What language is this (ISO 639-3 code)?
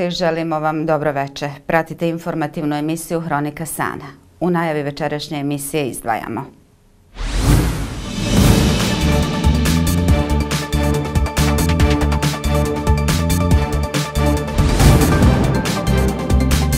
bos